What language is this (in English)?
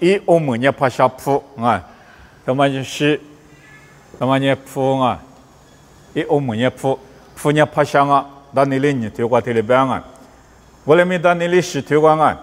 Lisu